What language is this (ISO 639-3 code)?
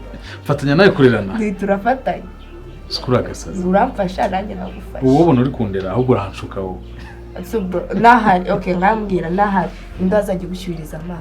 kin